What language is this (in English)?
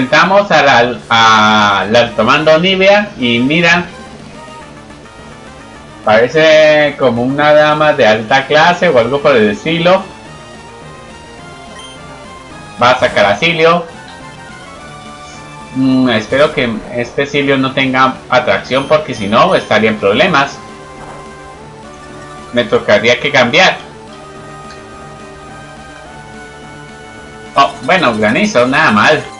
Spanish